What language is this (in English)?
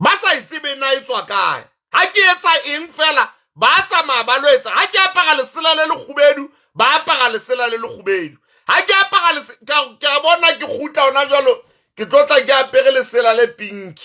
Southern Sotho